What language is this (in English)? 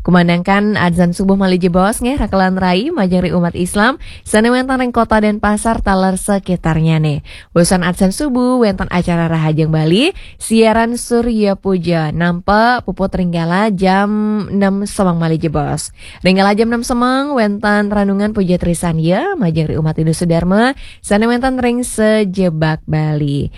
Balinese